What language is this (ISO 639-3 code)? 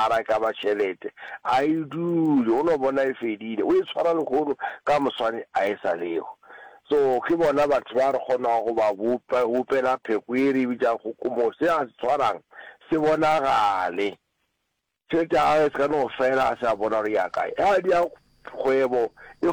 nso